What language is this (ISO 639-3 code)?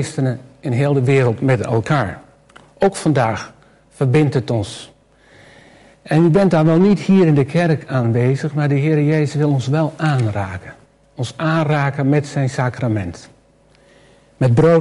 nld